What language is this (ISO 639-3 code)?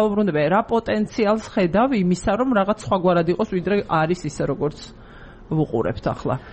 kat